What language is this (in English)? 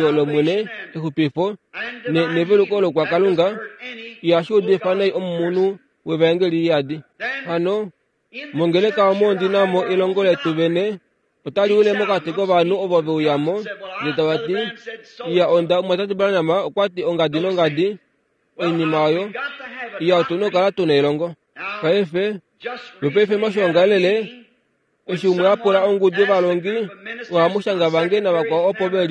Kuanyama